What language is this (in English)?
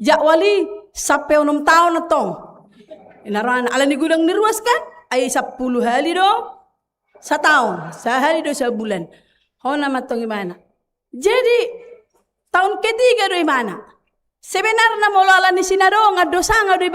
Batak Toba